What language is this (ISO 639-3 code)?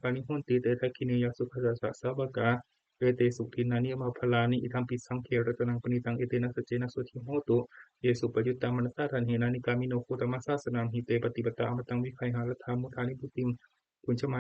pli